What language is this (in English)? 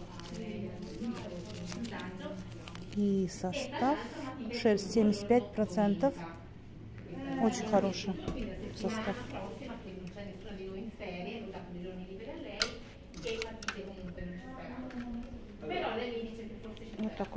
Russian